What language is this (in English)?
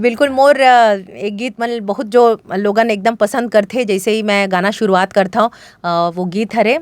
Chhattisgarhi